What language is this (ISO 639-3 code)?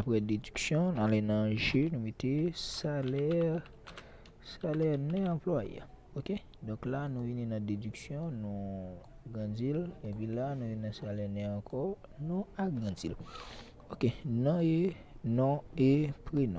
hat